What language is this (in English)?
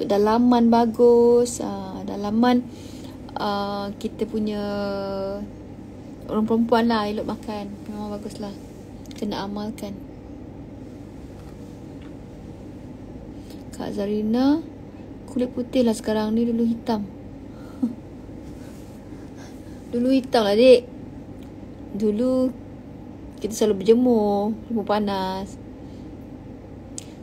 Malay